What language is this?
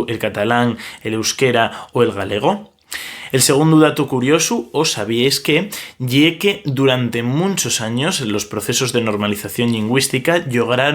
Asturian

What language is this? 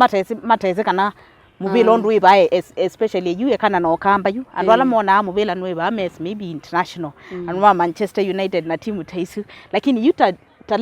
Kamba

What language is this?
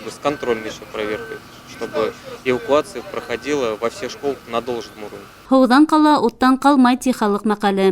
Bashkir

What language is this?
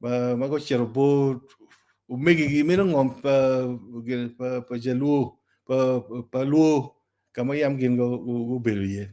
Acoli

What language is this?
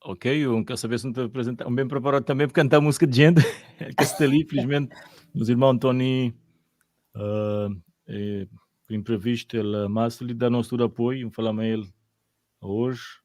Kabuverdianu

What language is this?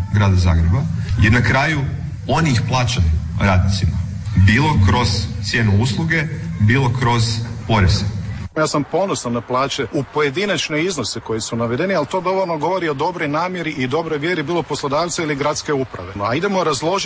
Croatian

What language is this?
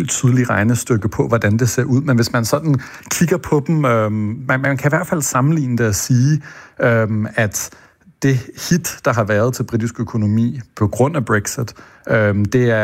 Danish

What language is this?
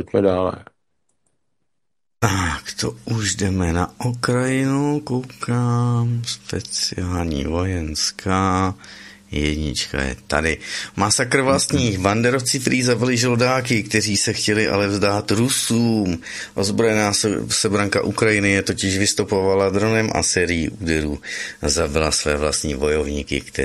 Czech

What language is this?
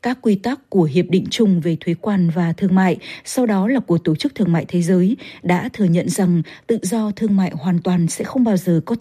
Vietnamese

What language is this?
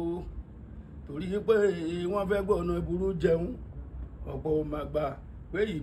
Yoruba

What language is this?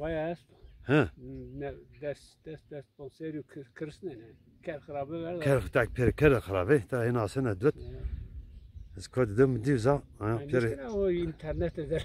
Zaza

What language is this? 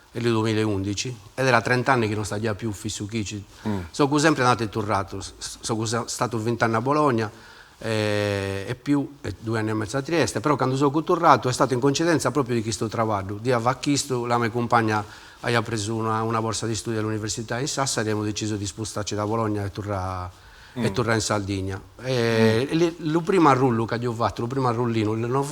Sardinian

